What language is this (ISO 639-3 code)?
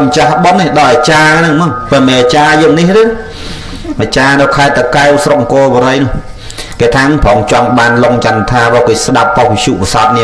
khm